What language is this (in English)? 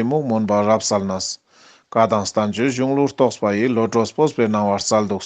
Ladakhi